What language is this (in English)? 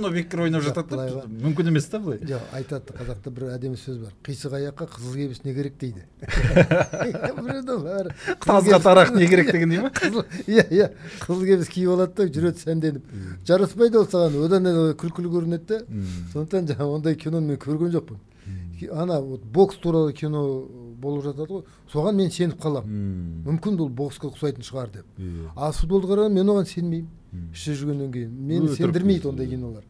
Kazakh